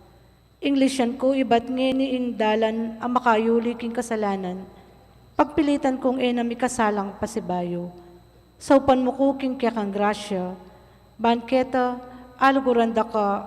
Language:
Pampanga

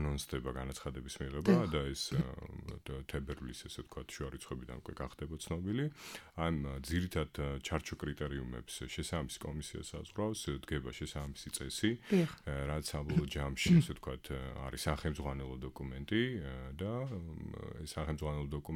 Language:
Georgian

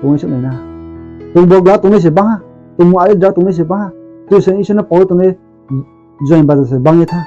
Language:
Riang (India)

